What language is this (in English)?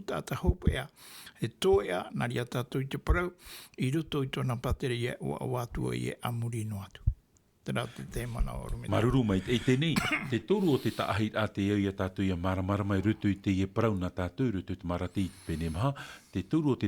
Tahitian